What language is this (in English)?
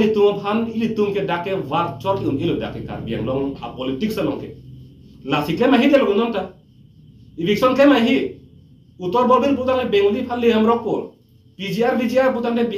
Karbi